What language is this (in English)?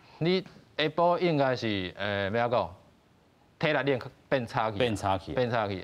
Min Nan Chinese